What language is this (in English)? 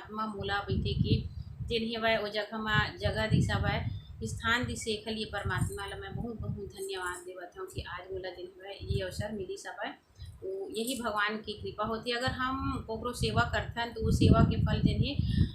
Chhattisgarhi